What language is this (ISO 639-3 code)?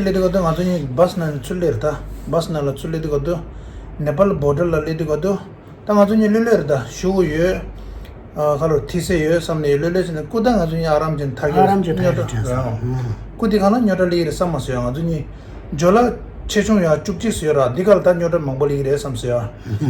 bod